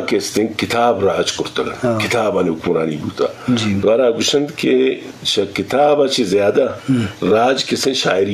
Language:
Eastern Balochi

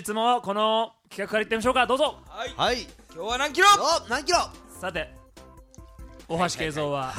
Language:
Japanese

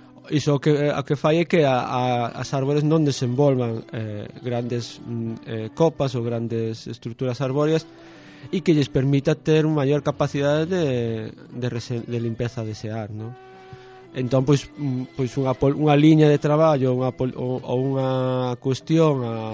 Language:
Galician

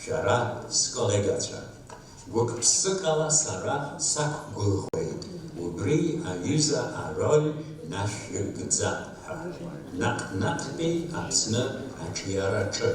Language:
Abkhazian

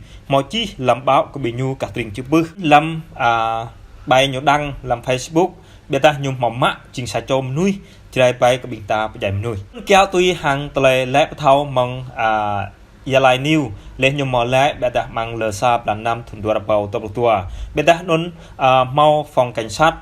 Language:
Jarai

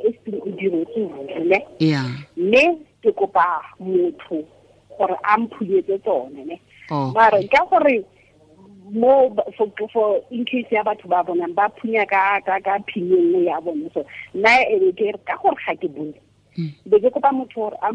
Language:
Tswana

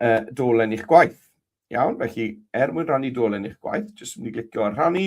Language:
Welsh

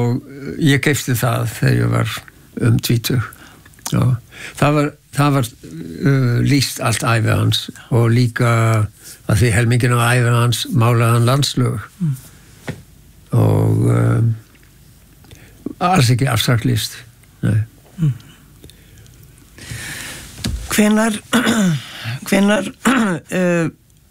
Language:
Icelandic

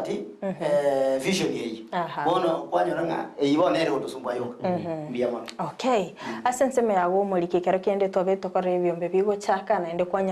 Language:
Gusii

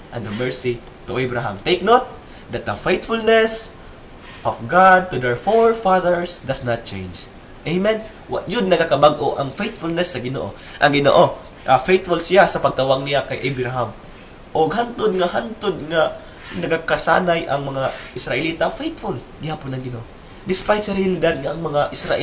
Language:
Cebuano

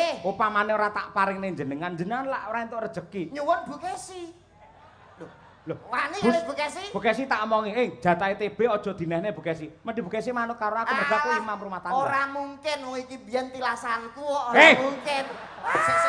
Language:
Javanese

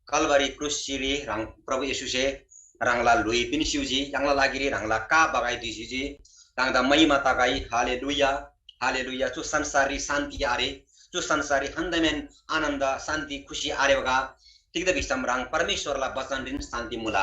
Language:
Eastern Tamang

